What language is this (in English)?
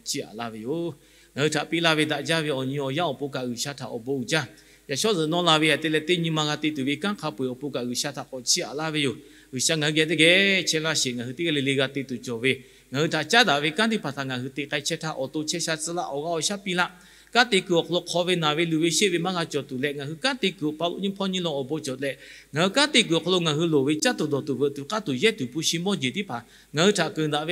Lahu